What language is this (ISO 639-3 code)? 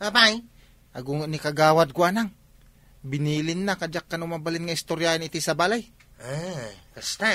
ilo